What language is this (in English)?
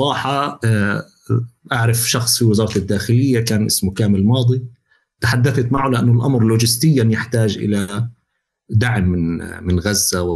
North Levantine Arabic